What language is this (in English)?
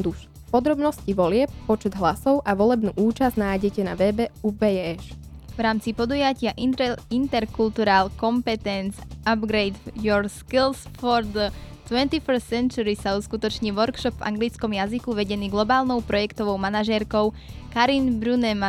Slovak